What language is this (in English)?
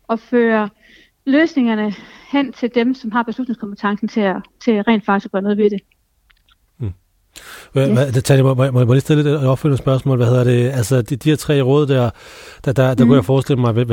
Danish